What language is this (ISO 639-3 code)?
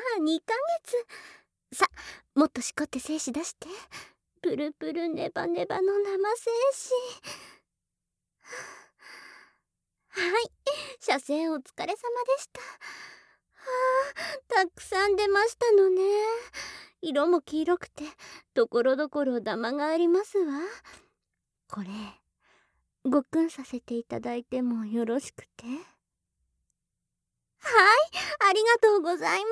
jpn